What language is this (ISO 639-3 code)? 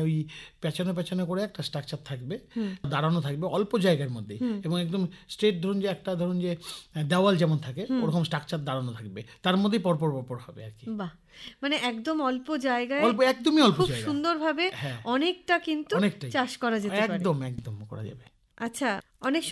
ben